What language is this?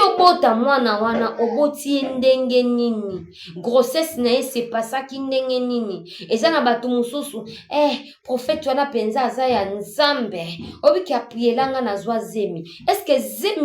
Lingala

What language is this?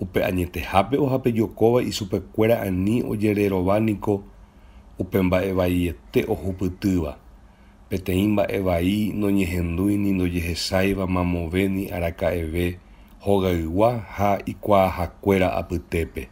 Guarani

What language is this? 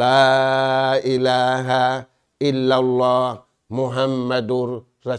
Tausug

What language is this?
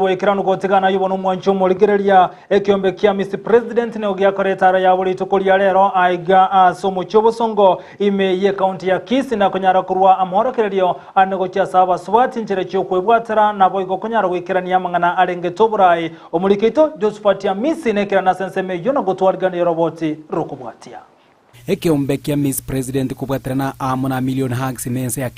Gusii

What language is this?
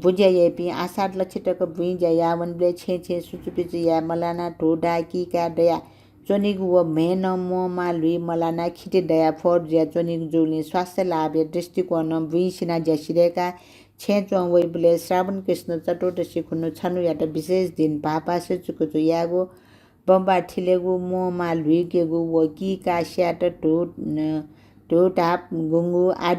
Newari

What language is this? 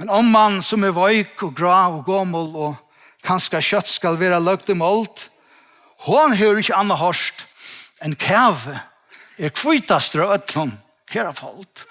Faroese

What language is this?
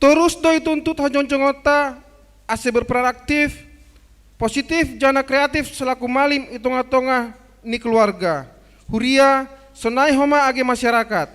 Batak Simalungun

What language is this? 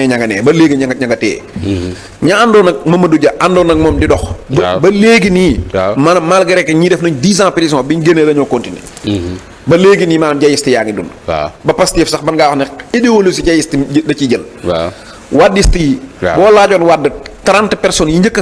Wolof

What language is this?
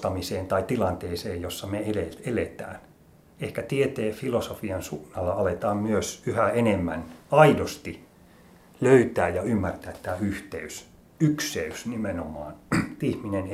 Finnish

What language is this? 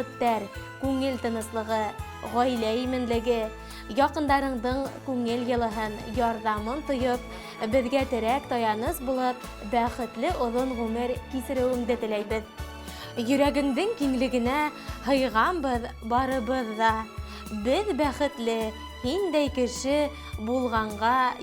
Bashkir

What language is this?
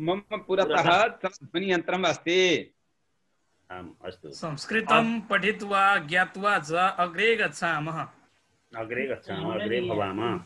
Sanskrit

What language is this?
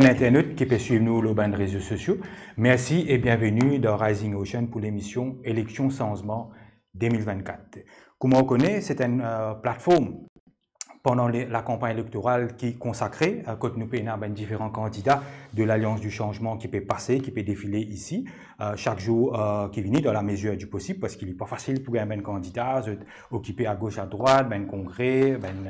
Morisyen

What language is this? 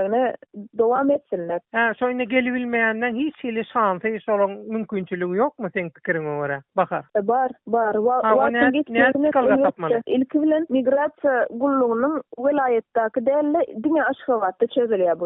Turkmen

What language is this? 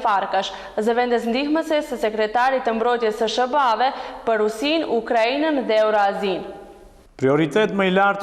Albanian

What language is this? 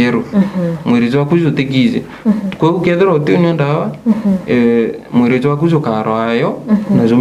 Meru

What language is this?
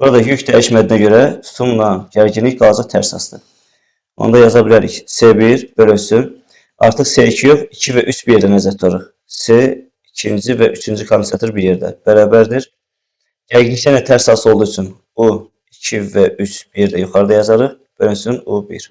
Azerbaijani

